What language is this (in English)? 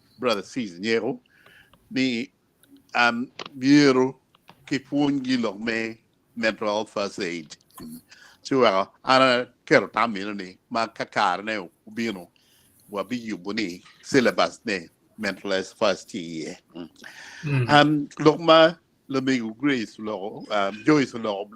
Acoli